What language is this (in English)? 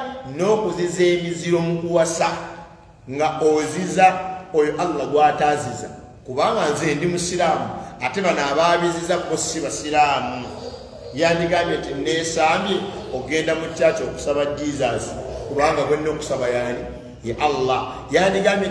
Ganda